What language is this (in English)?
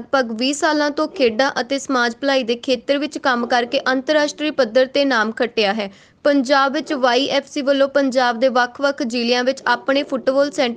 Punjabi